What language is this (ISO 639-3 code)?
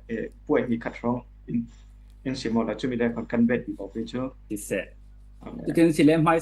cfm